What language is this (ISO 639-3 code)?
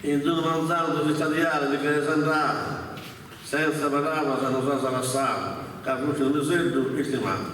srd